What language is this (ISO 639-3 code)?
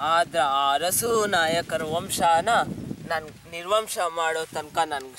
kan